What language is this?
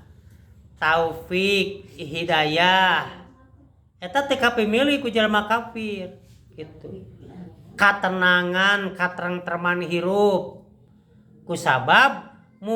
Sundanese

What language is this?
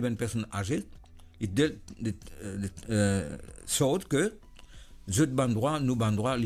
Morisyen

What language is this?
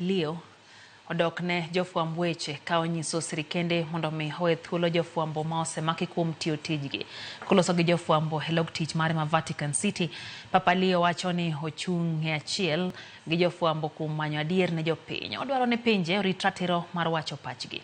Luo (Kenya and Tanzania)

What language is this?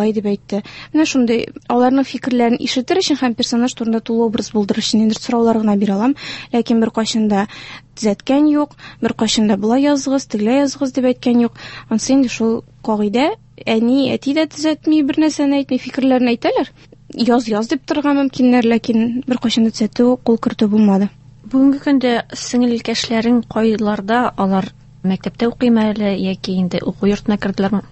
Tatar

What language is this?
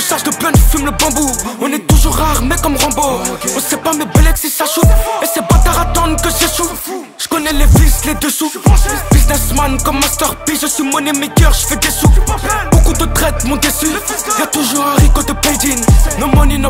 French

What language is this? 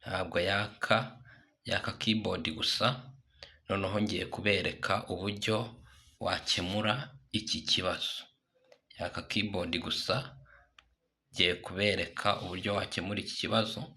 Kinyarwanda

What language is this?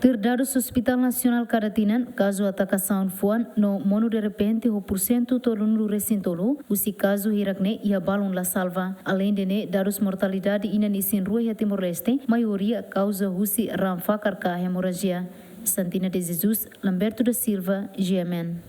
Tetum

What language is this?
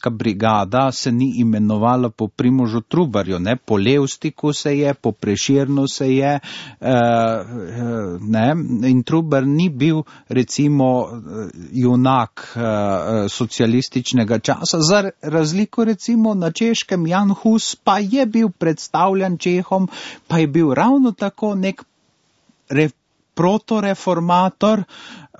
Slovenian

